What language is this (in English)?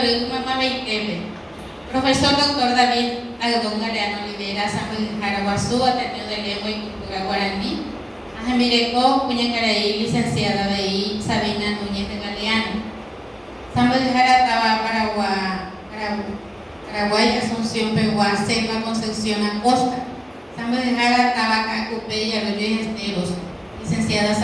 Guarani